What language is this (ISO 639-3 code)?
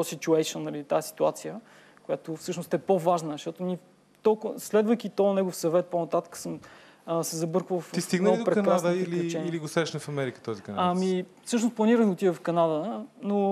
bul